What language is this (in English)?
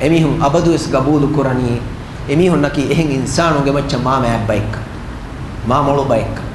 Divehi